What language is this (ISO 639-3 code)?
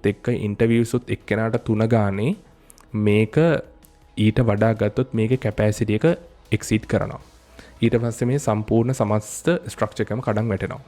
sin